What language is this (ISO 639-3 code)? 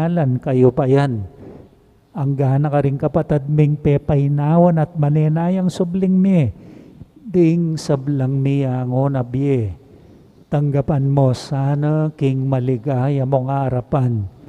pam